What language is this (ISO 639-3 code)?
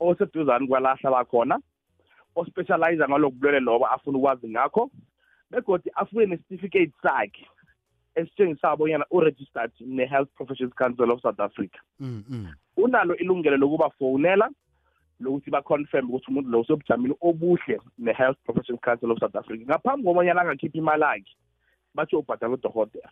nbl